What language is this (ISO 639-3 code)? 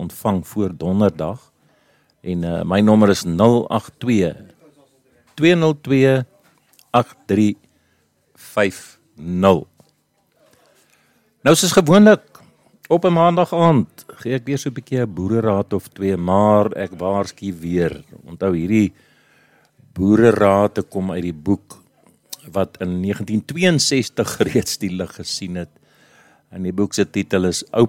afr